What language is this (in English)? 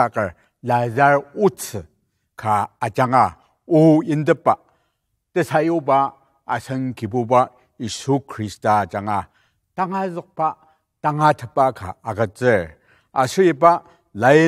Ao Naga